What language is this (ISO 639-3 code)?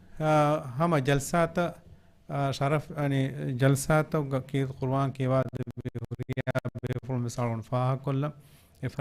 div